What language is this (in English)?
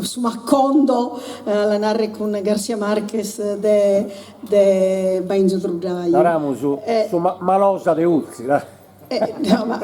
Sardinian